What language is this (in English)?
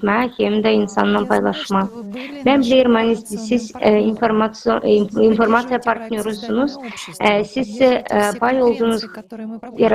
Gagauz